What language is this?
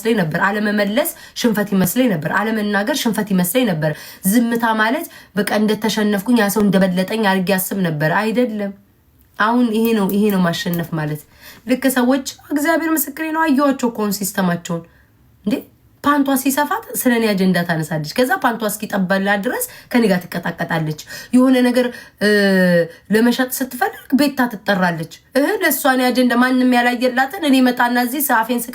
Amharic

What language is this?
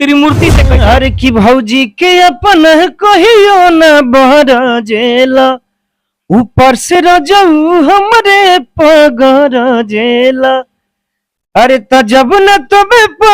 Bhojpuri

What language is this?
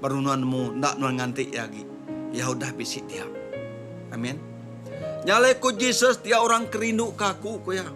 Iban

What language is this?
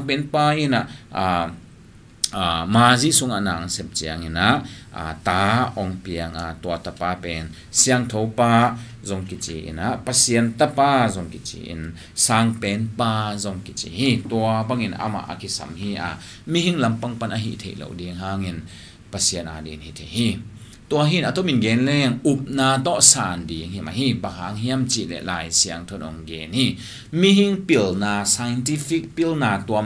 Tedim Chin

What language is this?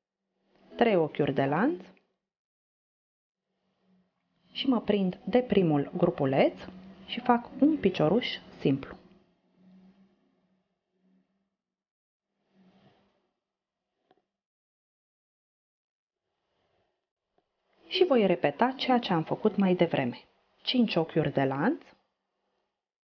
Romanian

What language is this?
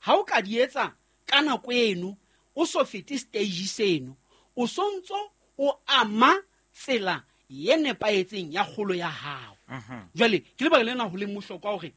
Southern Sotho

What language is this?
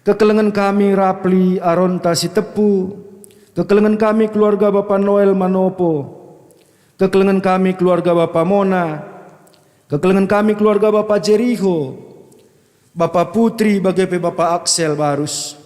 Batak Karo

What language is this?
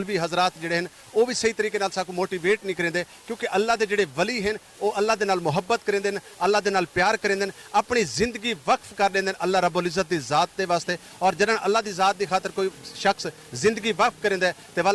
Saraiki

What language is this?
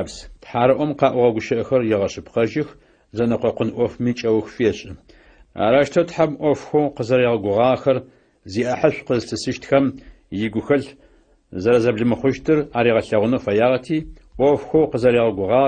Adyghe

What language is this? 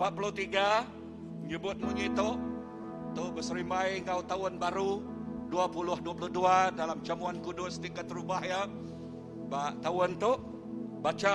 Iban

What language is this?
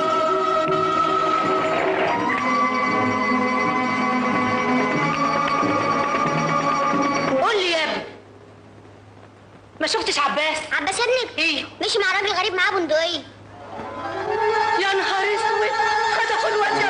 Egyptian Arabic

